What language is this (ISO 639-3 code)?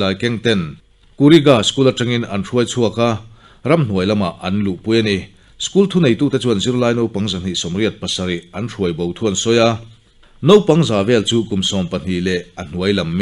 lus